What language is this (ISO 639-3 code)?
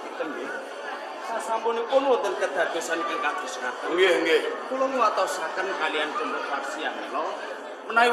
jav